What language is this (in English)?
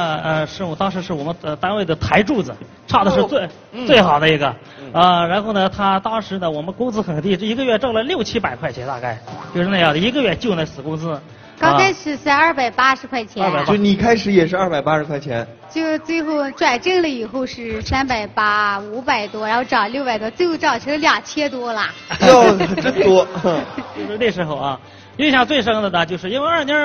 Chinese